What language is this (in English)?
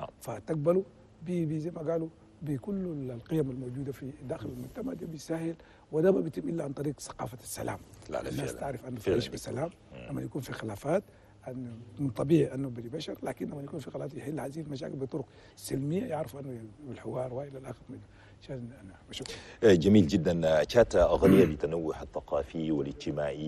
Chadian Arabic